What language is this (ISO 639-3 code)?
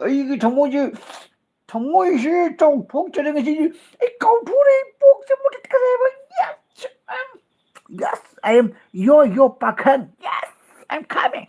mni